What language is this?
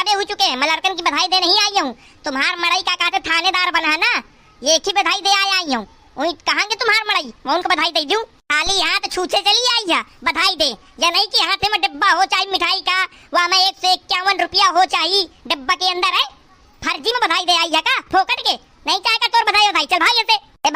Awadhi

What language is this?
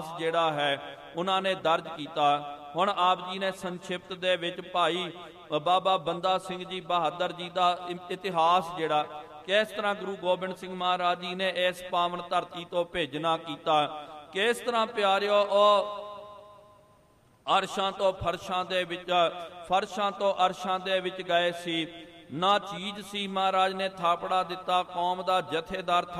Punjabi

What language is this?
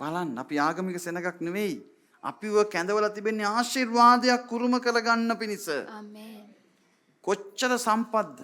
Sinhala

